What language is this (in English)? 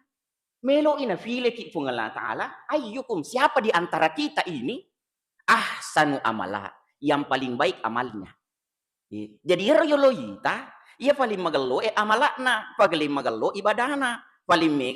Buginese